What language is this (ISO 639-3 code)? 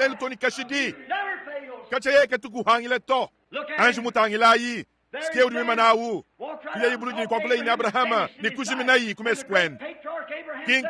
lua